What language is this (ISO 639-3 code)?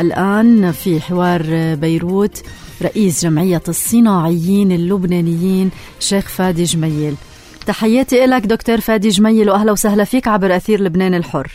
apc